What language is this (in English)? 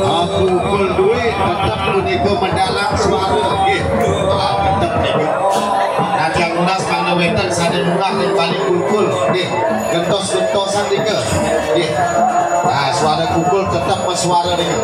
Balinese